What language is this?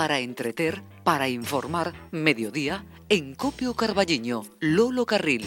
Galician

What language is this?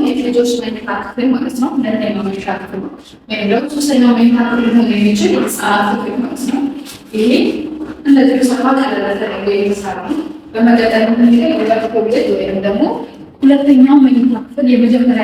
Amharic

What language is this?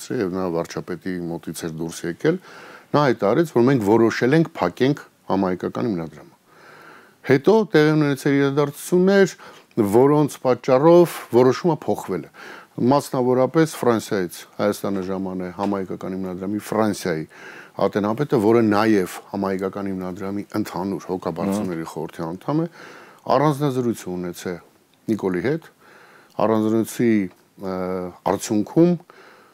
Armenian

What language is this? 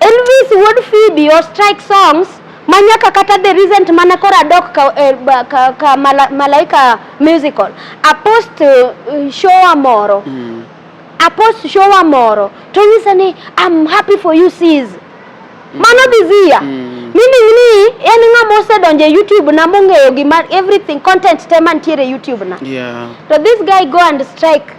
Luo (Kenya and Tanzania)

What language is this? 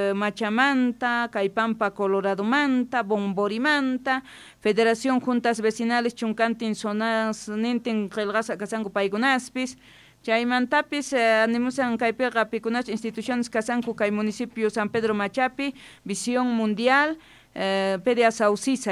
South Bolivian Quechua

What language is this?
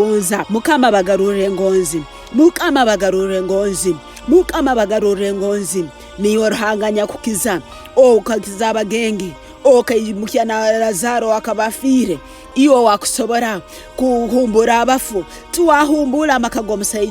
Tooro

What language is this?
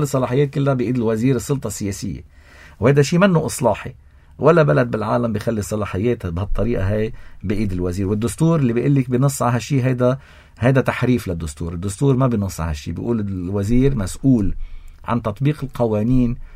North Levantine Arabic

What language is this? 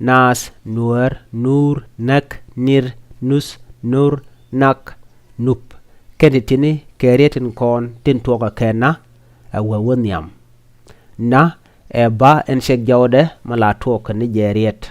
Nuer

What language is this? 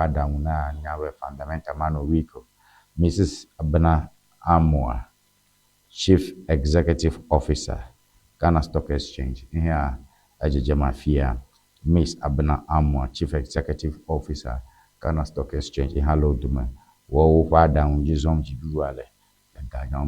Ewe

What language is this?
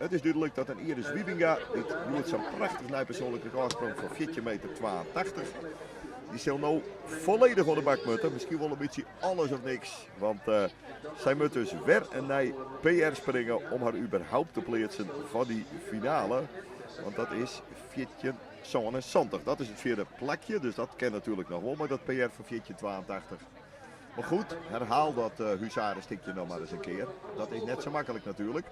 Western Frisian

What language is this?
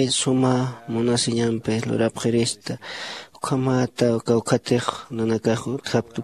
Aymara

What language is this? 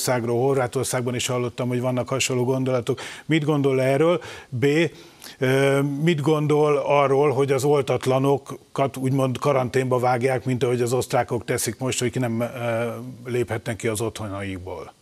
Hungarian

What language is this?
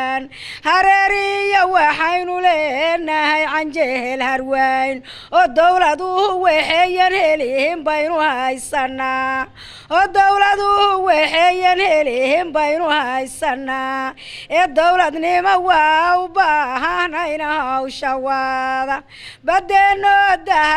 Somali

